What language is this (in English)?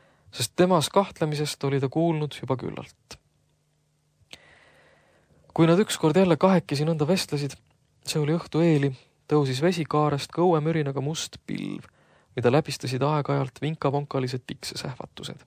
Estonian